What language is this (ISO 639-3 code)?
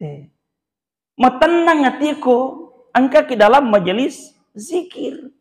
bug